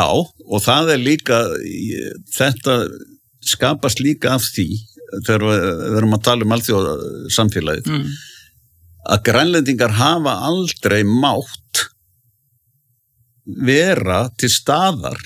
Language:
Icelandic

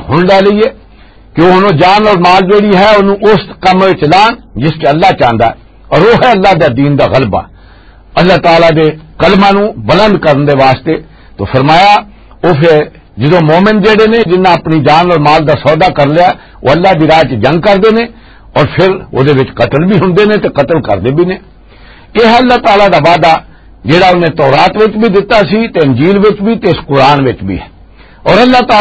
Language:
Western Panjabi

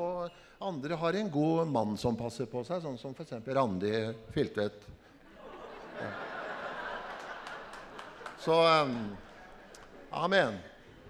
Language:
Norwegian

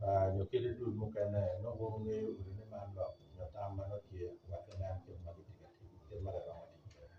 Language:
Acoli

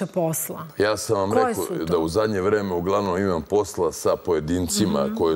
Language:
Serbian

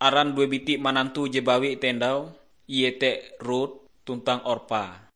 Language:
Ngaju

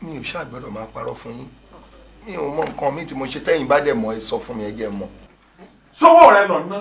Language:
Yoruba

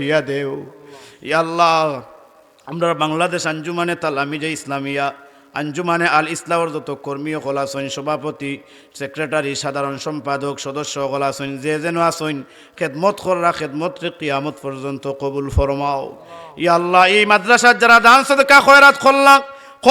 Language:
Sylheti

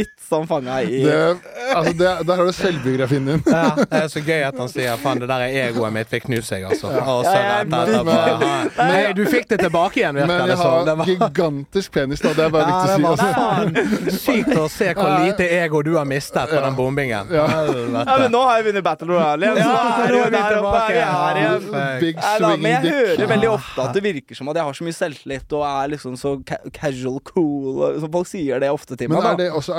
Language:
Norwegian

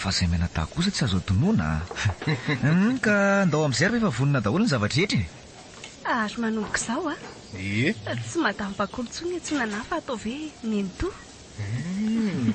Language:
Malagasy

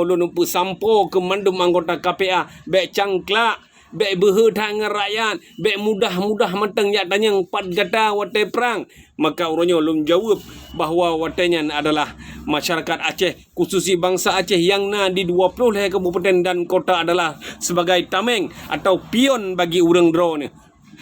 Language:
Achinese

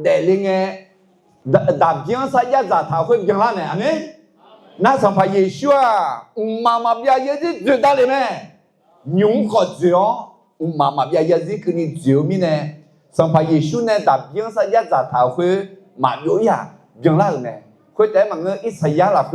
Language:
Akha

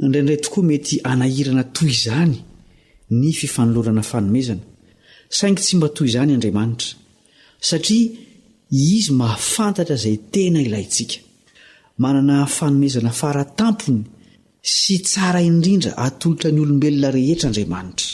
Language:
Malagasy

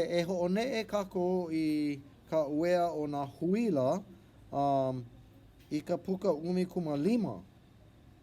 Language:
Hawaiian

